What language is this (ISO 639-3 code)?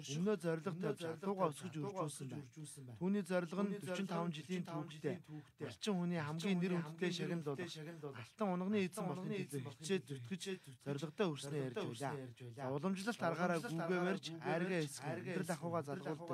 mon